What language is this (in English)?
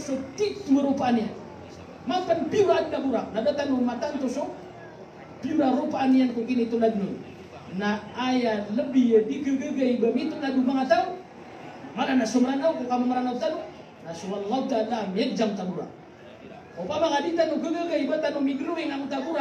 Maranao